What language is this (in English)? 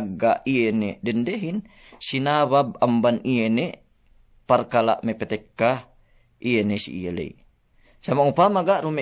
Yakan